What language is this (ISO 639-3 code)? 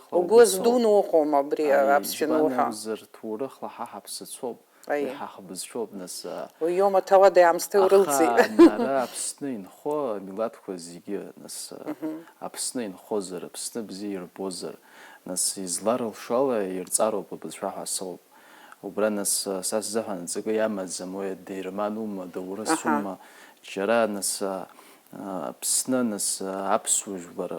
abk